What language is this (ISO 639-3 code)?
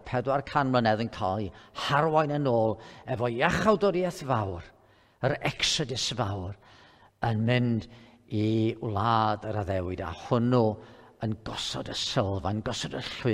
cym